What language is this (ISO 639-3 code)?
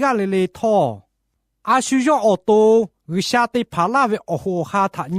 lhu